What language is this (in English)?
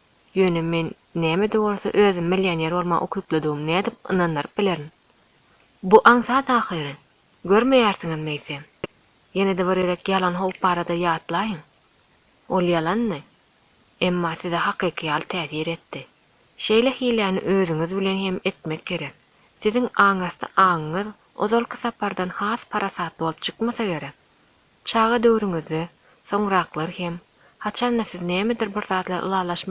Turkmen